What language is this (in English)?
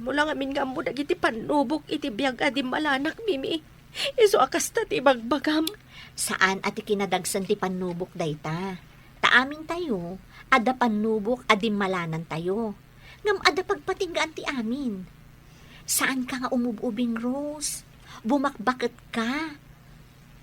Iloko